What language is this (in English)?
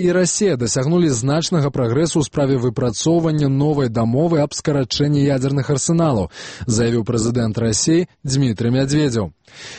Belarusian